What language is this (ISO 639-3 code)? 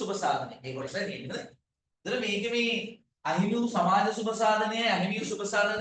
sin